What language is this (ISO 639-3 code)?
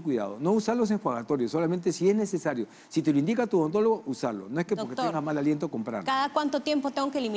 spa